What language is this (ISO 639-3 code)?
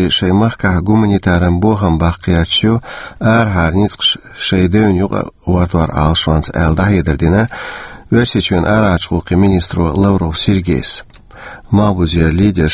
che